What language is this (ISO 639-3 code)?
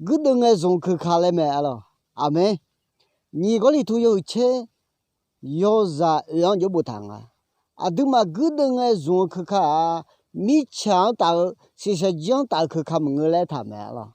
ahk